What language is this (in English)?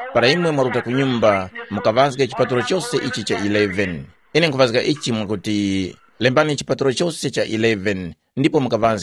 Tumbuka